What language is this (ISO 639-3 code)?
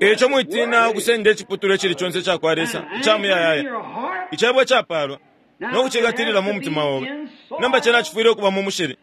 bem